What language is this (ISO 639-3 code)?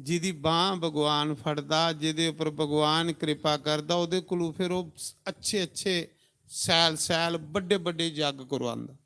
doi